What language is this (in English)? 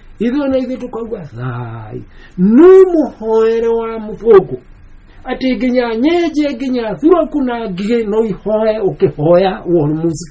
Kikuyu